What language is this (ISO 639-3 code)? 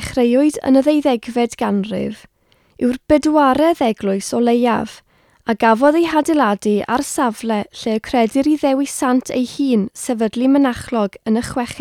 cym